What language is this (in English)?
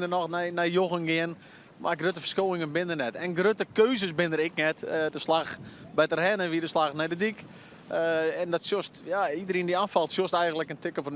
Western Frisian